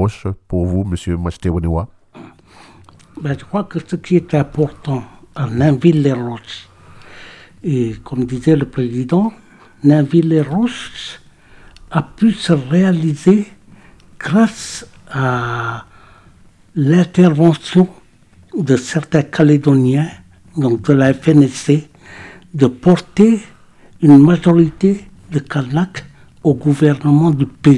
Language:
French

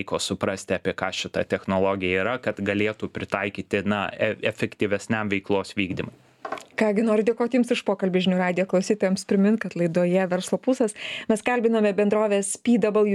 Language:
Lithuanian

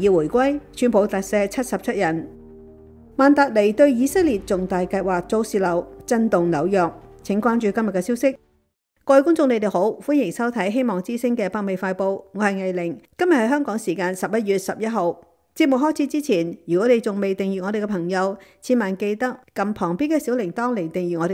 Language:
Cantonese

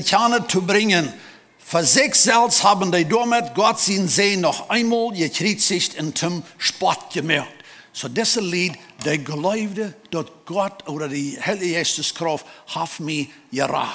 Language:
Plautdietsch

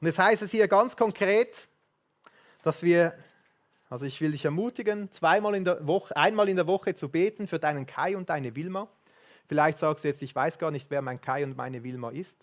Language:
Swiss German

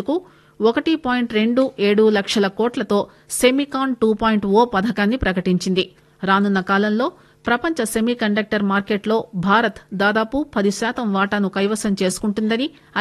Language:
Telugu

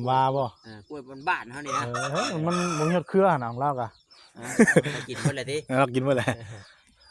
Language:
Northeastern Thai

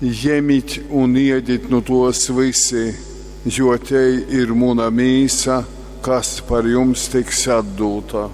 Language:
Latgalian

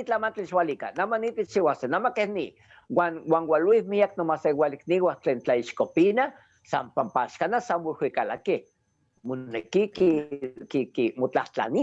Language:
Eastern Huasteca Nahuatl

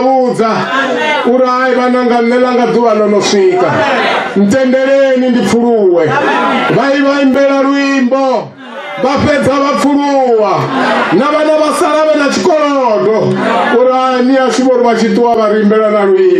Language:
Venda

